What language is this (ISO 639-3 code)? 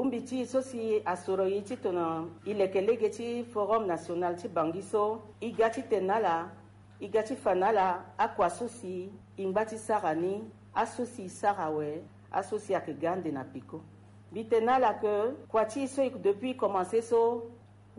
sag